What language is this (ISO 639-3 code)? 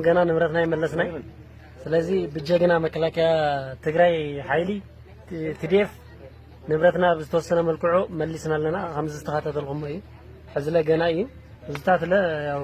tir